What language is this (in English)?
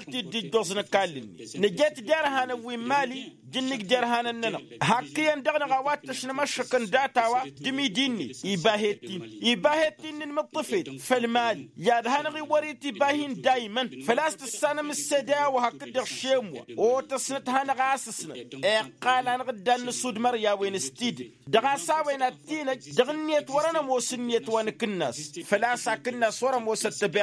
Tamasheq